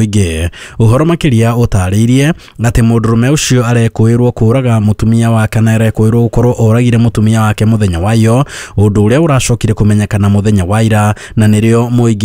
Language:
Kikuyu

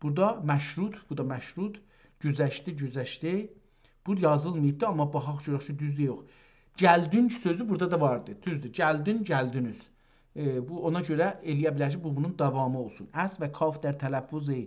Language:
South Azerbaijani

